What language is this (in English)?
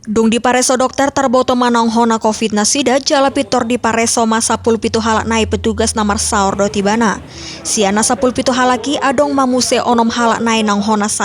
Batak Toba